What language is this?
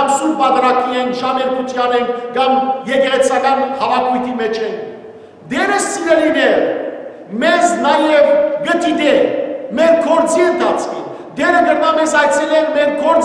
Western Armenian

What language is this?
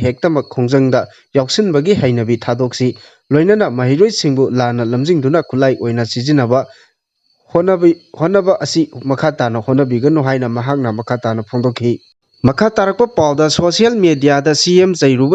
Manipuri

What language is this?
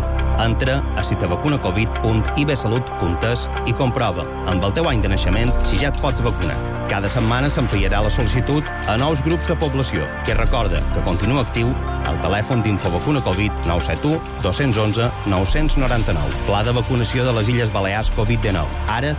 Catalan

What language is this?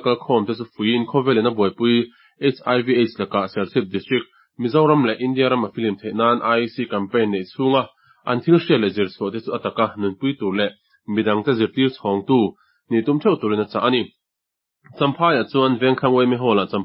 Mizo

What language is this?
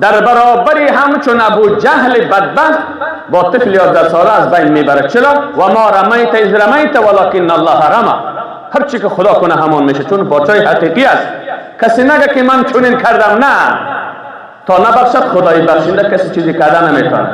Persian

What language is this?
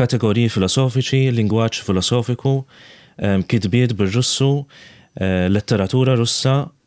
Maltese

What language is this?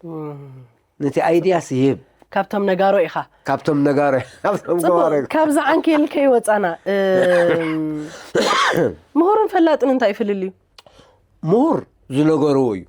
Tigrinya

